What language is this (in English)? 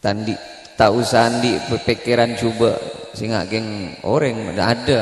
Madurese